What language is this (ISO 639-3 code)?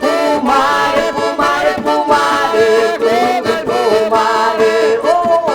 chv